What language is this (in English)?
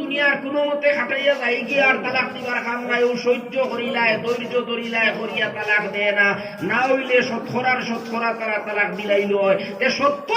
Sylheti